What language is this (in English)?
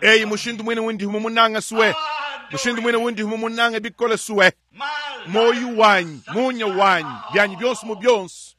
Luba-Lulua